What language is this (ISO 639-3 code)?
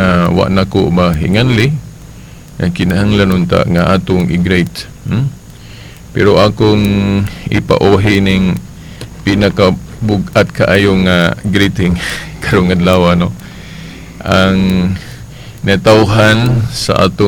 ceb